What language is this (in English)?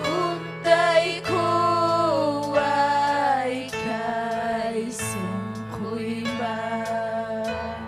Ayacucho Quechua